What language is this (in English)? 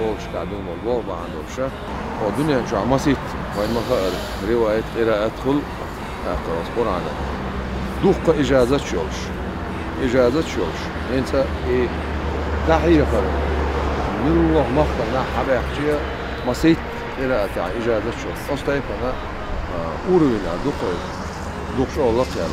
Chechen